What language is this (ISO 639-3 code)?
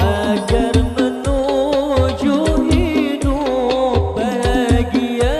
bjn